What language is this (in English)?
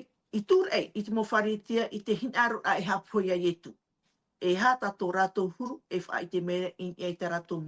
Tahitian